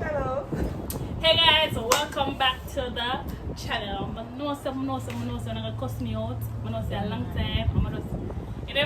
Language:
Jamaican Creole English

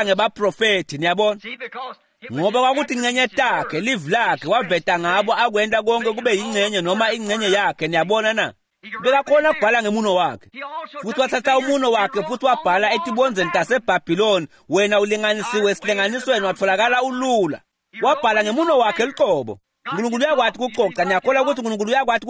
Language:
Swati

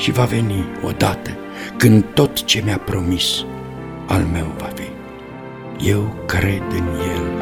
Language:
Romanian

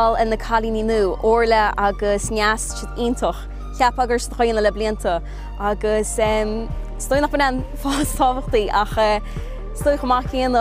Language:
Irish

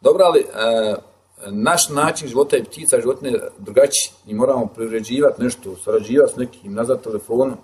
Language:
Bosnian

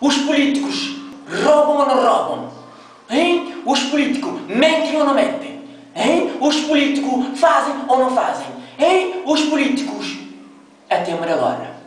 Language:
Kabuverdianu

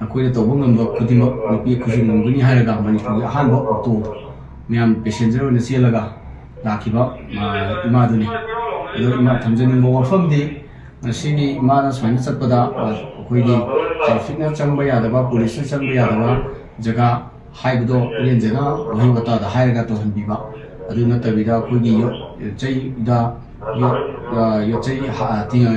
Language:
Manipuri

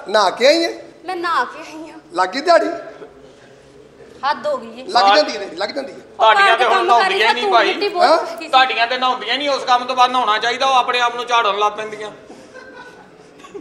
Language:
Punjabi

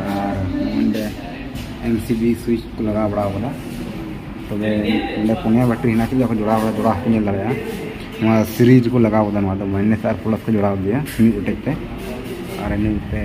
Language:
Santali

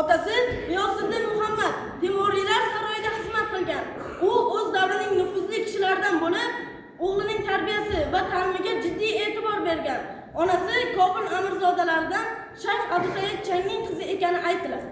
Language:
Uzbek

